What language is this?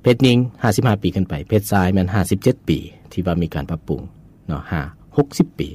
Lao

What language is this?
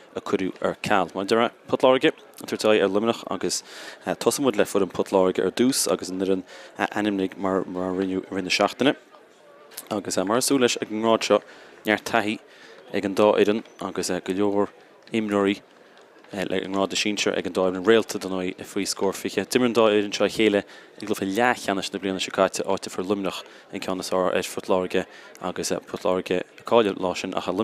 Irish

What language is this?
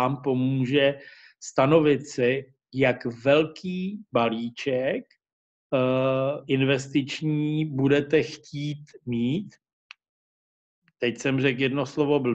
Czech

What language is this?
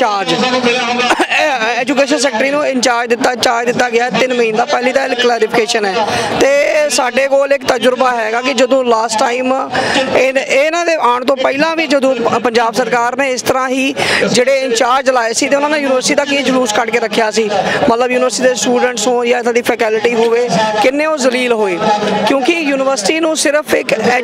Punjabi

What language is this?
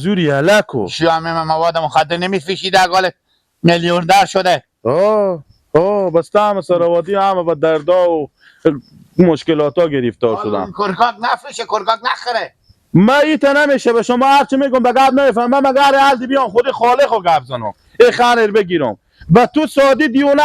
Persian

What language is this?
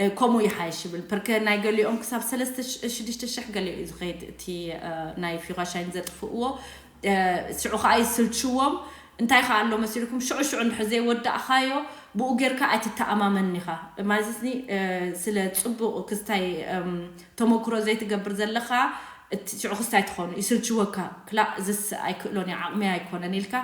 Tigrinya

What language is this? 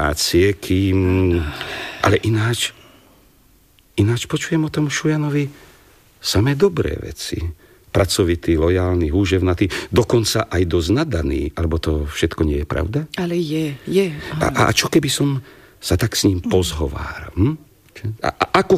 Slovak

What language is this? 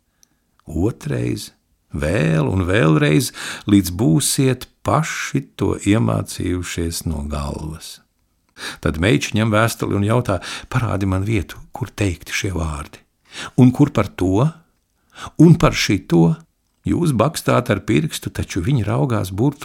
Latvian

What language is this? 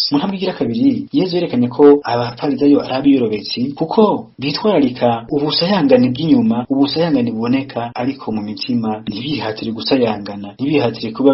Rundi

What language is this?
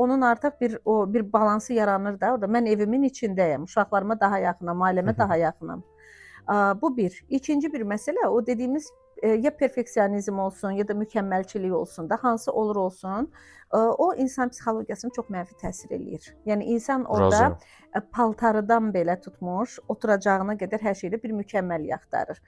Azerbaijani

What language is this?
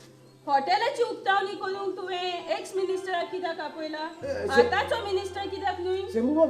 Konkani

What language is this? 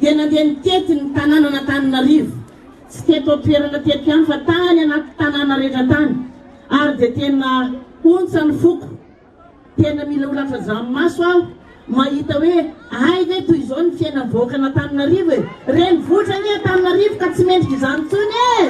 Malagasy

